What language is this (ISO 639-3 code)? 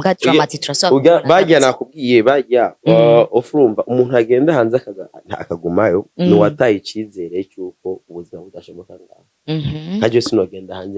run